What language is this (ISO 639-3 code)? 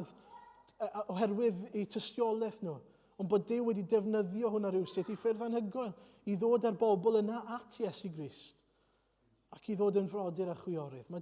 cym